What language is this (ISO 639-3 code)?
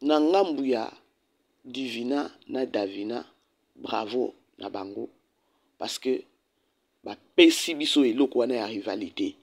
lin